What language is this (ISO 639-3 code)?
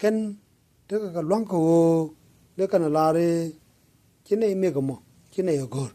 nus